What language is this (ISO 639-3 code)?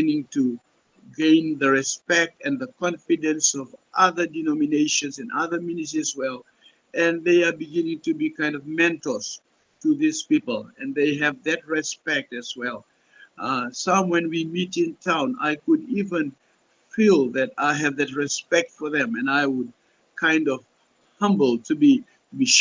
pon